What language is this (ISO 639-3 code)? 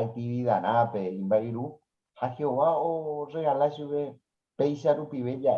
grn